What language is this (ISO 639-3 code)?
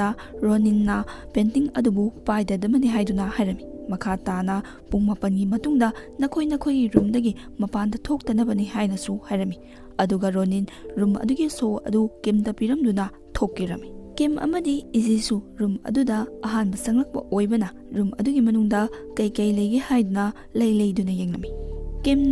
mni